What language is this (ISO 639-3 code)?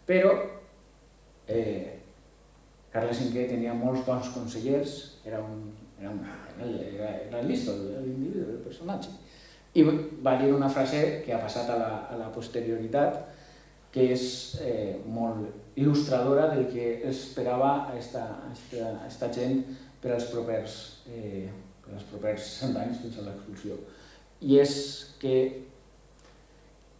cat